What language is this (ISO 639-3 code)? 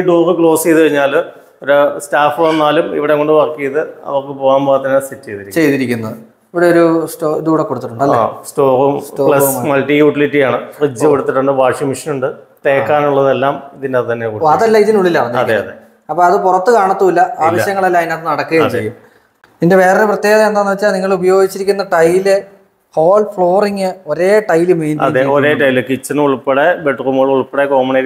mal